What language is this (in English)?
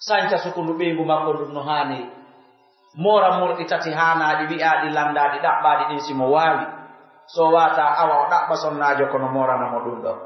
Pular